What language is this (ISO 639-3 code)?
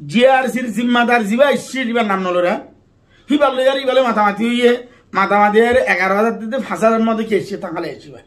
rhg